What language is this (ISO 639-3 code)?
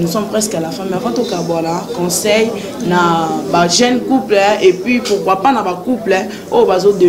lin